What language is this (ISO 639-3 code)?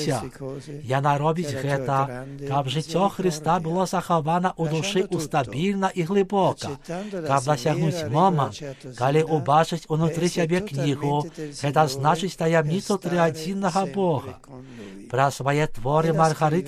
bel